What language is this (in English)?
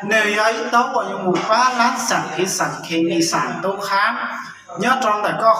Hmong